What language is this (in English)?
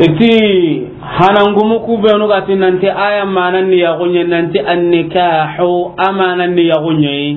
Soninke